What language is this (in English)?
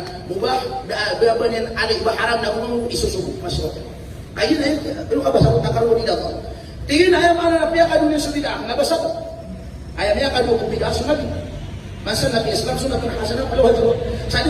Maranao